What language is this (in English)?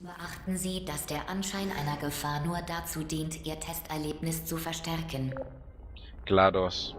Swiss German